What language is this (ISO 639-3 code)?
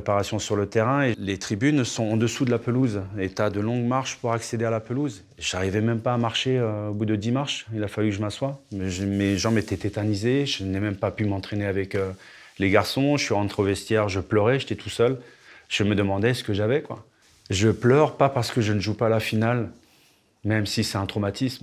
fra